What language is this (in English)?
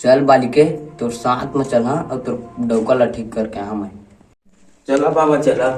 Chhattisgarhi